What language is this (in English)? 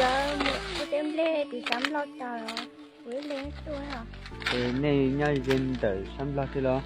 Hmong